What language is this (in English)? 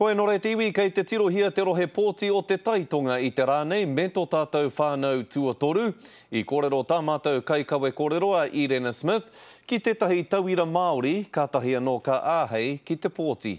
Māori